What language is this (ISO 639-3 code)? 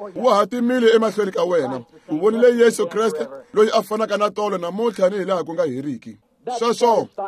tso